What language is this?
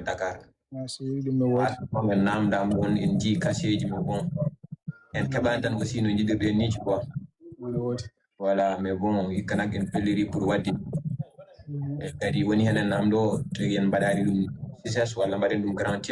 Fula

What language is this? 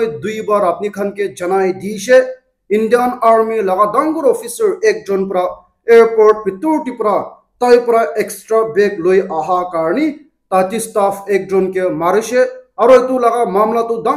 Naga Pidgin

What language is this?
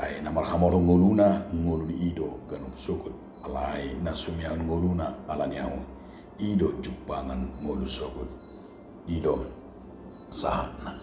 Batak Toba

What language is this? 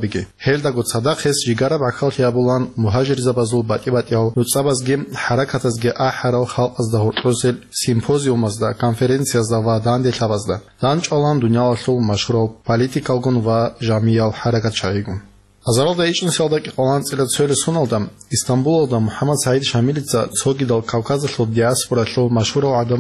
Avaric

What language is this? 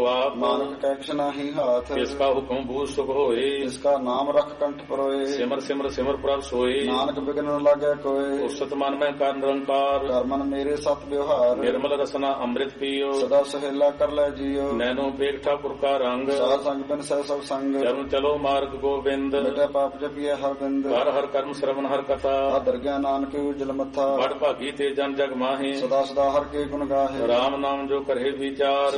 Punjabi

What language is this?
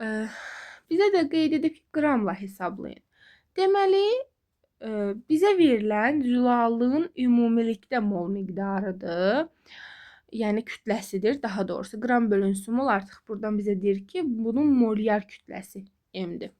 Azerbaijani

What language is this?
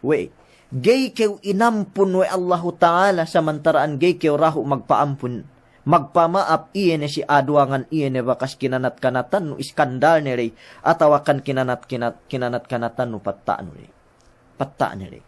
Yakan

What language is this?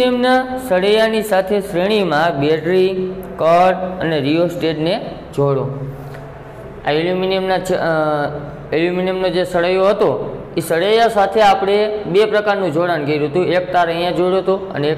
Gujarati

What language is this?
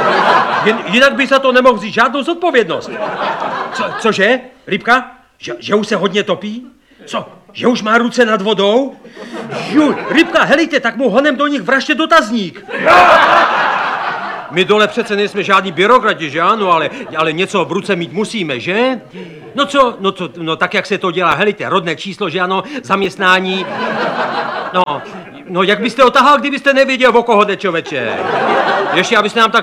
Czech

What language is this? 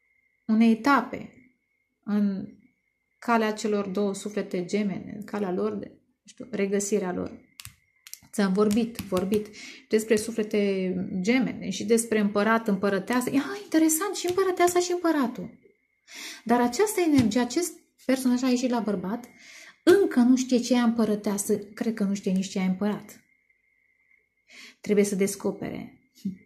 Romanian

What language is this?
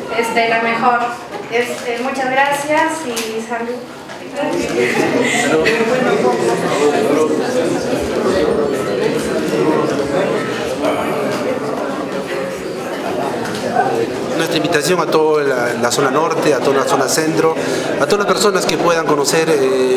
Spanish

